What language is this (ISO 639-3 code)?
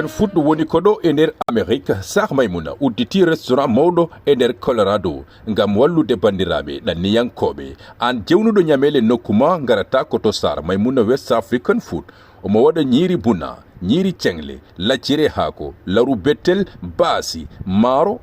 ful